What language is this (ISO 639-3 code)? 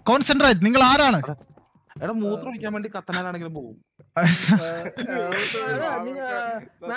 mal